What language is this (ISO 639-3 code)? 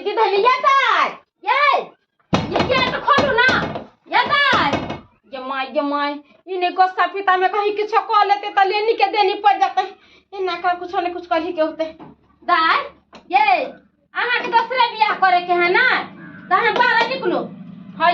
mai